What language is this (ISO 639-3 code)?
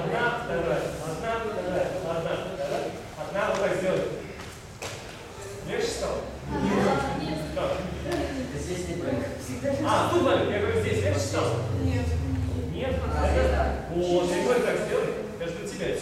rus